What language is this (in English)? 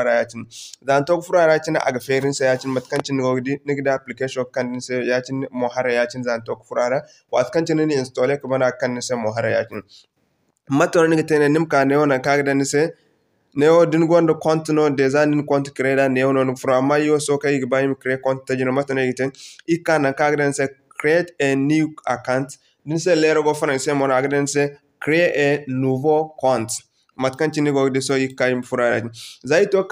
Zarma